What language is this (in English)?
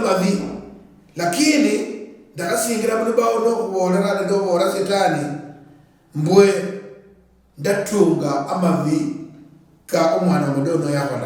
Luyia